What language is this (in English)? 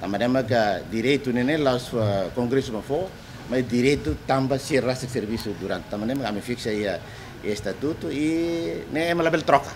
Tetum